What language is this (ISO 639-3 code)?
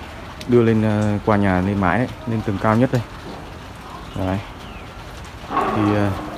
vie